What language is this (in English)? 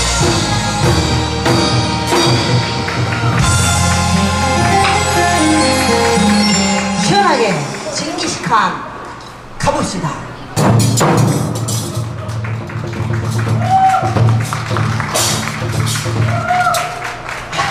Korean